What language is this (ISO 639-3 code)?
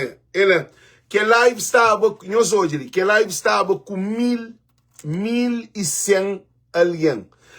kea